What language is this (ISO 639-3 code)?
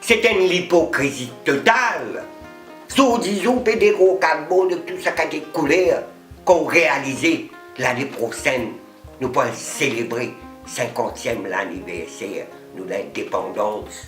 mfe